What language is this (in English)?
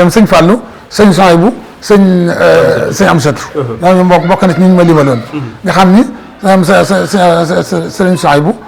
Wolof